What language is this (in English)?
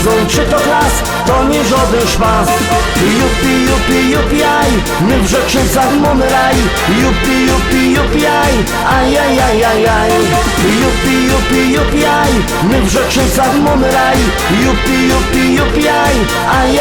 Silesian